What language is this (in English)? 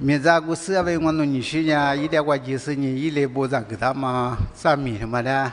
Lisu